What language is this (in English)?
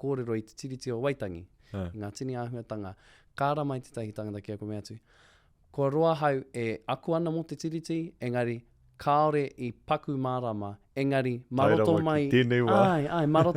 Māori